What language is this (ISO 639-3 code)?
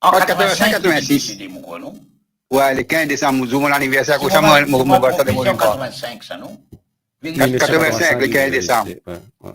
mfe